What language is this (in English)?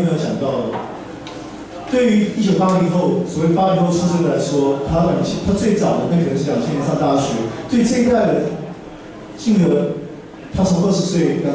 Chinese